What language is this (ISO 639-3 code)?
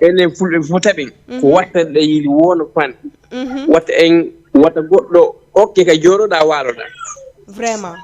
ful